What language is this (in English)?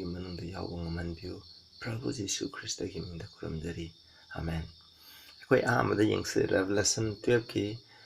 Manipuri